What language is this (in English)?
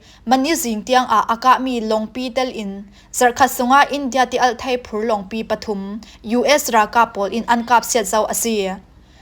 Falam Chin